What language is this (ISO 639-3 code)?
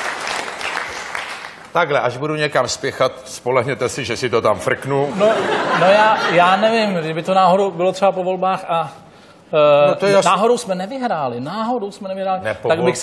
ces